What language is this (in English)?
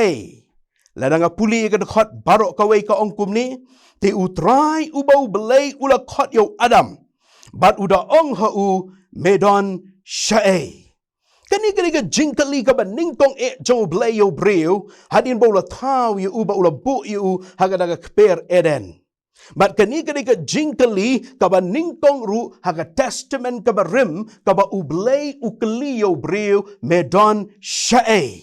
Khasi